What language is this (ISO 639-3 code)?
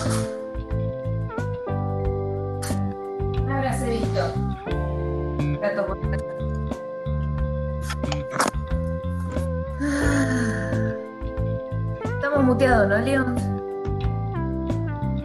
spa